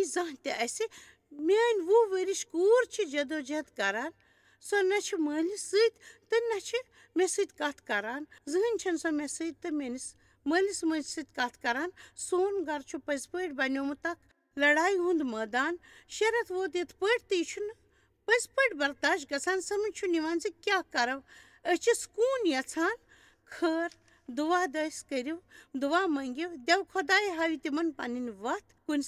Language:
Kashmiri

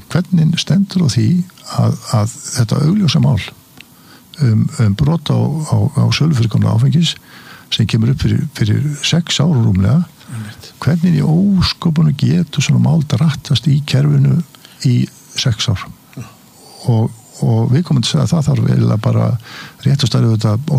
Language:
Icelandic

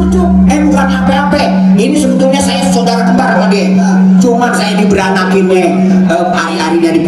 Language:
Betawi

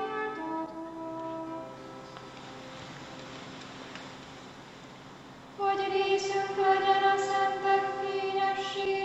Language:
Hungarian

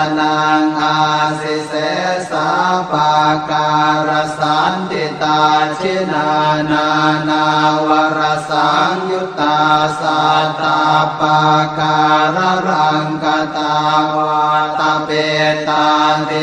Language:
Pali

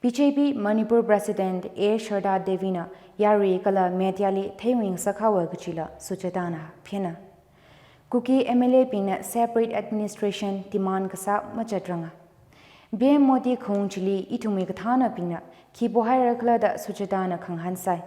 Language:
Tangkhul Naga (India)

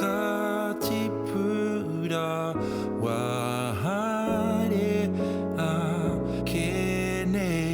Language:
Māori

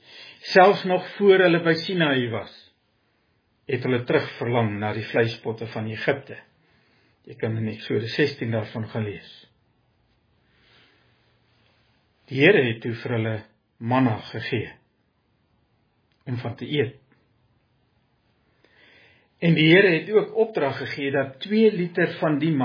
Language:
Afrikaans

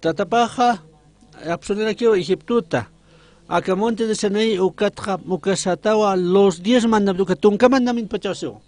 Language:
Aymara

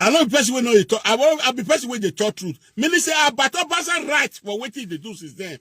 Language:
Nigerian Pidgin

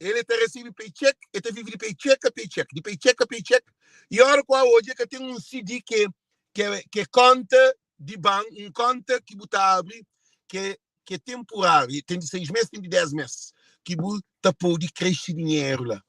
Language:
Kabuverdianu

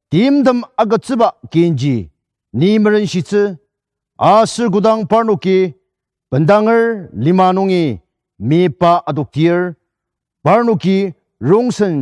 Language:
Ao Naga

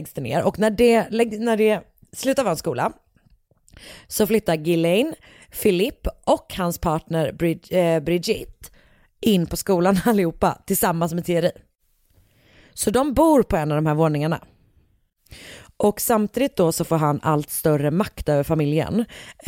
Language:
Swedish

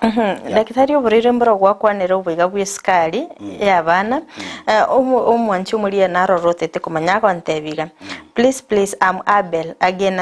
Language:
Gusii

